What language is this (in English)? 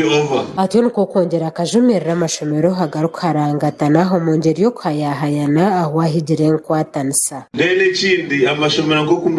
Nyankole